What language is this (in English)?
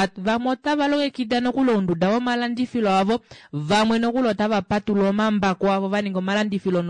Kuanyama